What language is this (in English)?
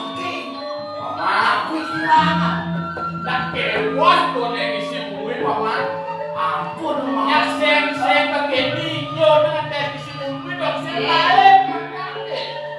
Balinese